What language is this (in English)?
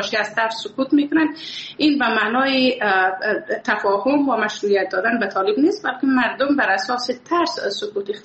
Persian